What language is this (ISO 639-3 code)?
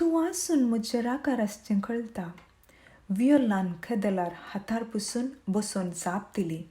kok